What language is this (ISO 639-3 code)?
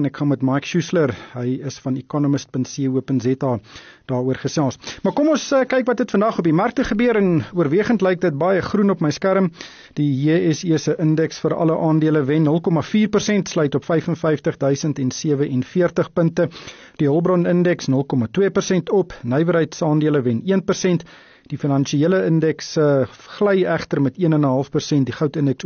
afr